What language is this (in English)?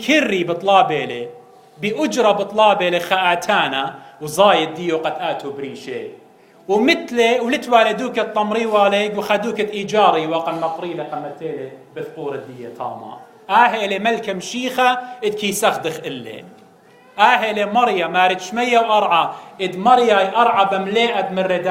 Assyrian Neo-Aramaic